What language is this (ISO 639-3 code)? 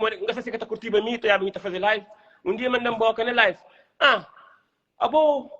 kea